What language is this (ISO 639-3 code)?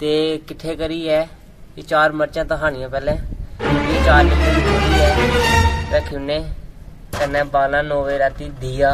doi